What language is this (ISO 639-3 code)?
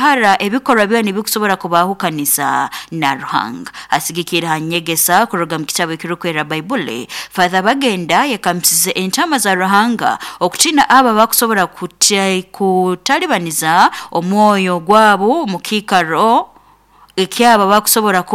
nyo